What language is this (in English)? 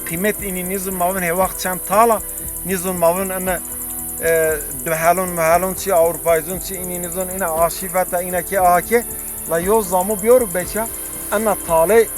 Zaza